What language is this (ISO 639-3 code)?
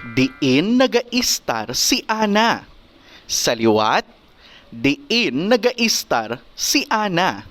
hil